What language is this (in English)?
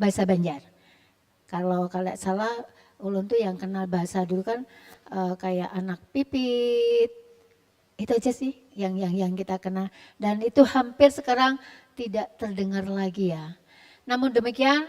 Banjar